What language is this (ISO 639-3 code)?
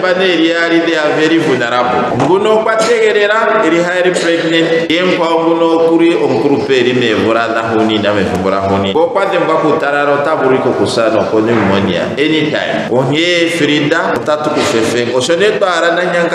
ndo